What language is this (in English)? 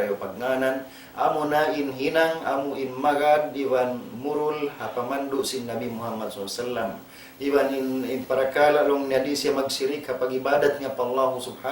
Tausug